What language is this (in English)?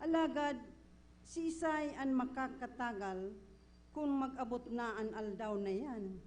Bikol